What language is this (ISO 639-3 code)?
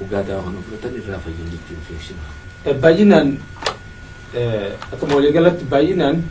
orm